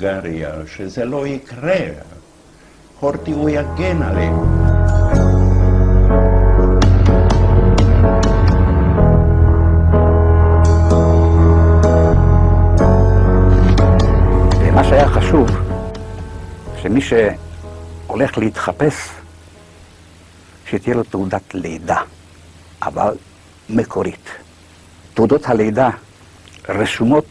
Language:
Hebrew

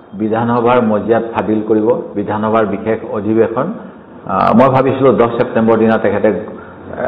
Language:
Assamese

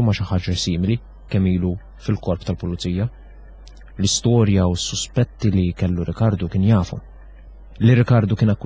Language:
Maltese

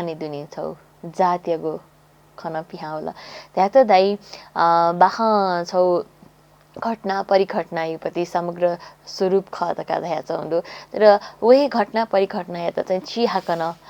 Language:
Newari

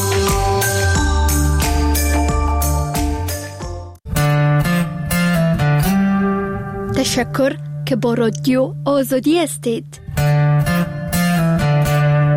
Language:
Persian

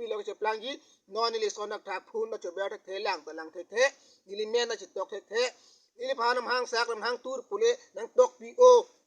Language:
Karbi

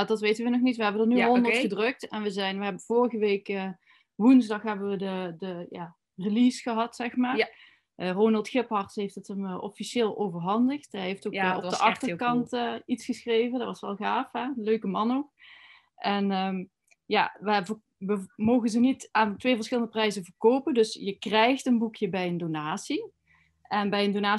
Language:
Dutch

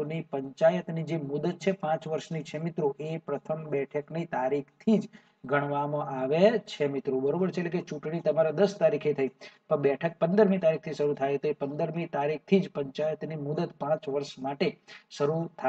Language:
Gujarati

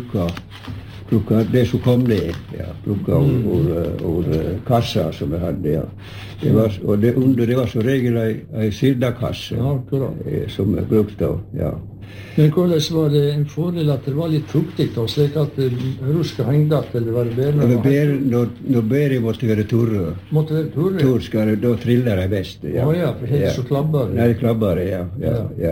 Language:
Norwegian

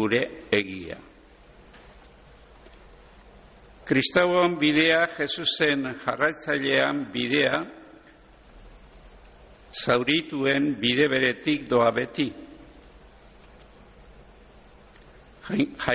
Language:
Basque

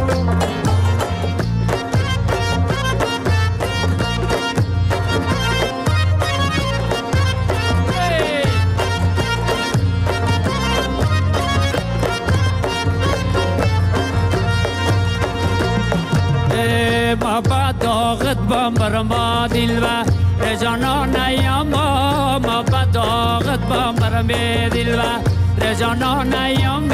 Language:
Persian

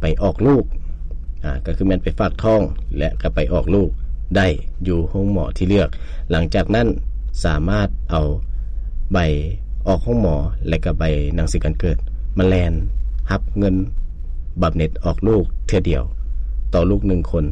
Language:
Lao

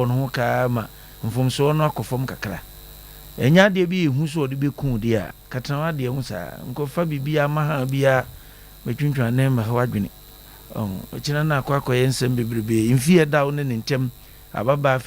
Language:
Akan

